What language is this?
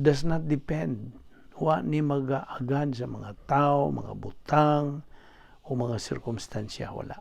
Cebuano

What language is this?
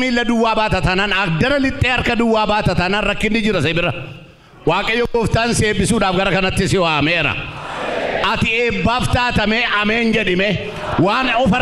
Oromo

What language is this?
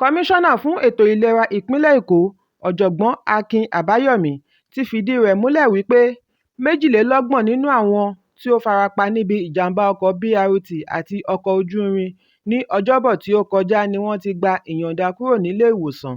Yoruba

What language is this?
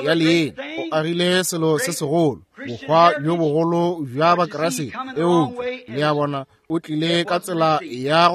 Northern Sotho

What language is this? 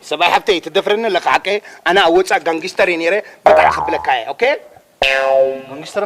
Tigrinya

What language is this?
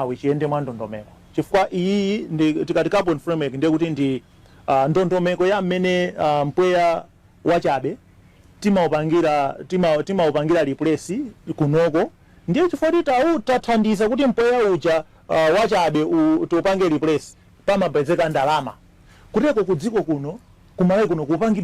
Nyanja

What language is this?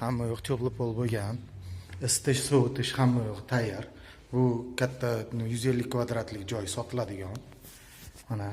Uzbek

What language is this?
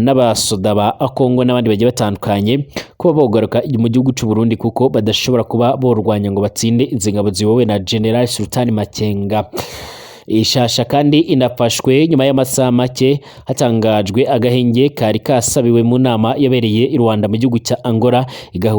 Rundi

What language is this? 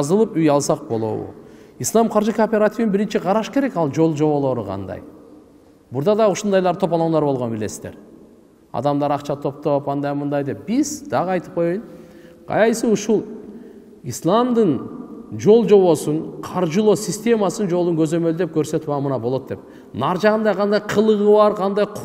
Kyrgyz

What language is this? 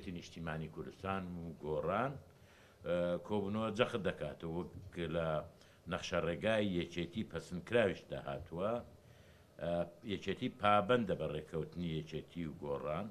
Central Kurdish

